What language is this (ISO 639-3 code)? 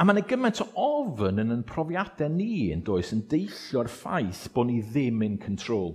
cym